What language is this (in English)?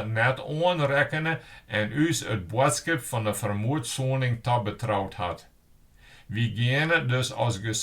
Western Frisian